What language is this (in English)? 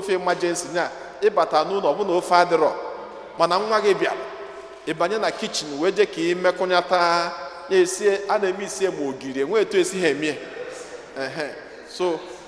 Igbo